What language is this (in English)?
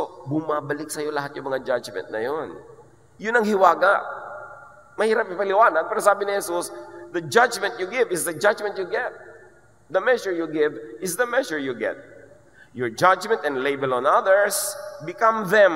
Filipino